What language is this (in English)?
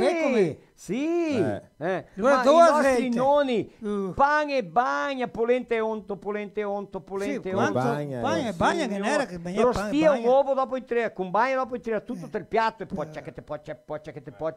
Venetian